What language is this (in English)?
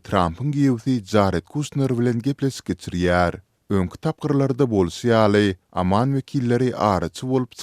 Turkmen